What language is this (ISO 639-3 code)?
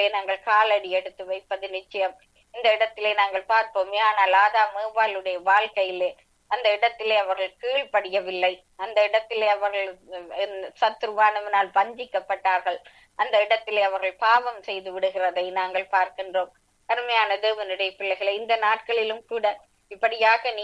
tam